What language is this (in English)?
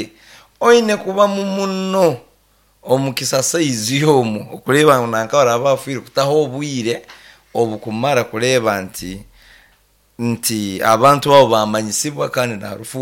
Nyankole